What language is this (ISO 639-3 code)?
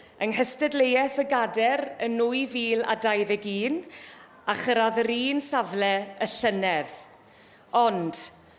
cym